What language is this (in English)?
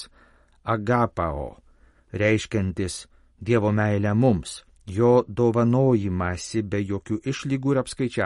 Lithuanian